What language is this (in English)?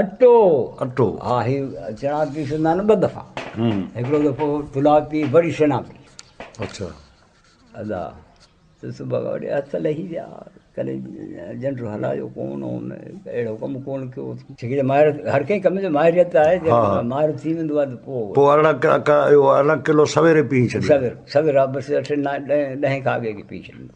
Sindhi